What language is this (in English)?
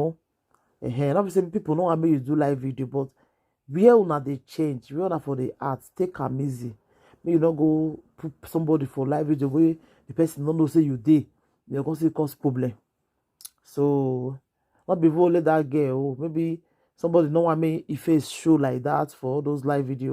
Nigerian Pidgin